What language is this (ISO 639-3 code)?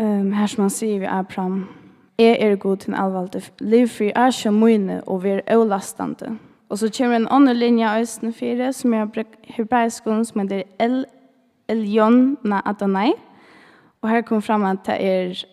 fao